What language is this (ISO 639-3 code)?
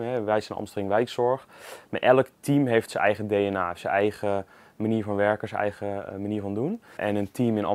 nld